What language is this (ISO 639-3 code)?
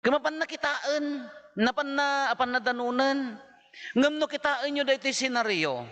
ilo